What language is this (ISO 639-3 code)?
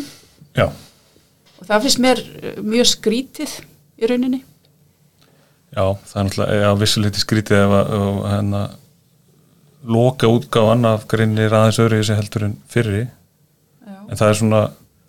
isl